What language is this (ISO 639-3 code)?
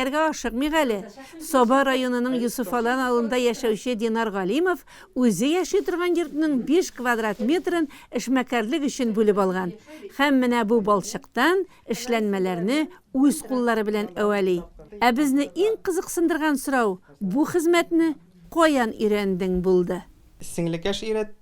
tat